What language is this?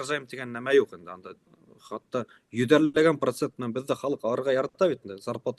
Bashkir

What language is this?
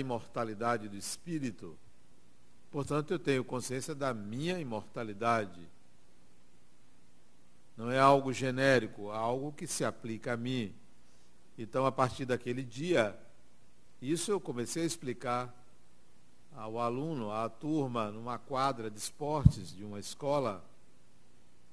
Portuguese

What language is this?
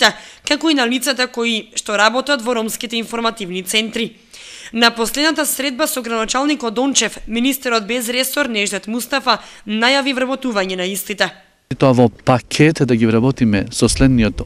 Macedonian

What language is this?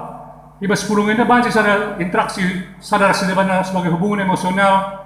Batak Karo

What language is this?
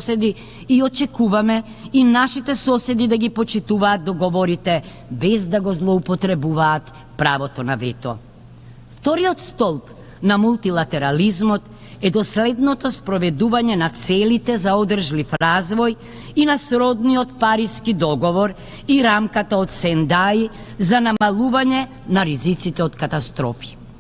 Macedonian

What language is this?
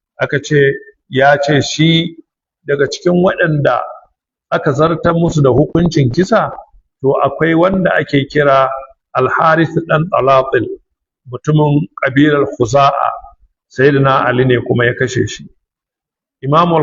Hausa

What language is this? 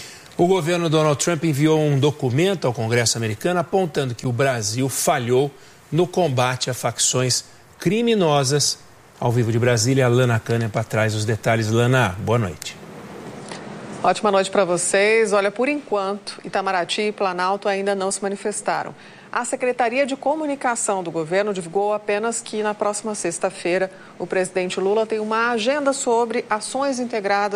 Portuguese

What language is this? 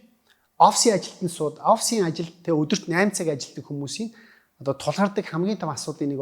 Mongolian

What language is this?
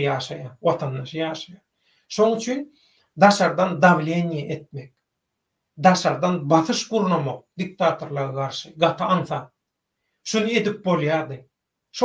Turkmen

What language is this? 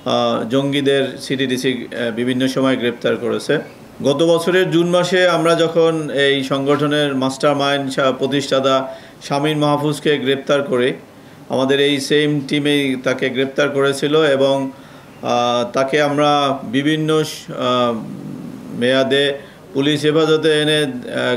Bangla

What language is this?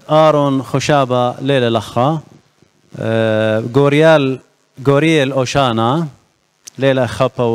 Assyrian Neo-Aramaic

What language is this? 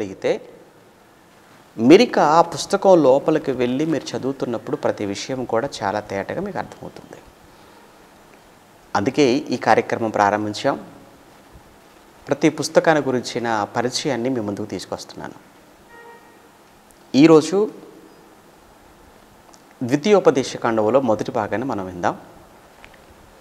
Telugu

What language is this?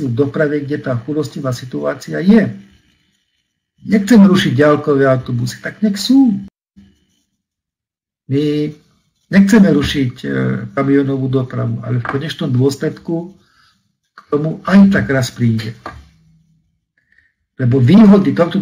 Slovak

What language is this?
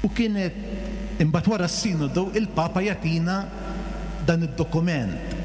Maltese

